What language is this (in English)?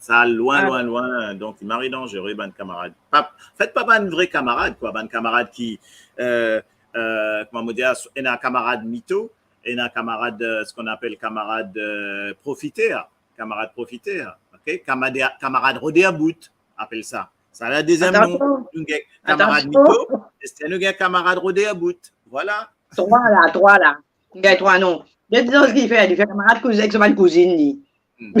Morisyen